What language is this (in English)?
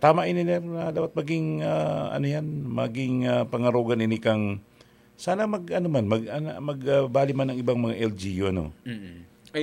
Bikol